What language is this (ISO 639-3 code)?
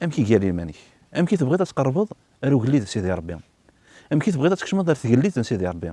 kab